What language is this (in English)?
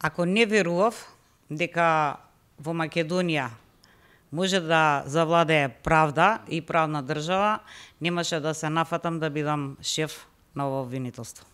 Macedonian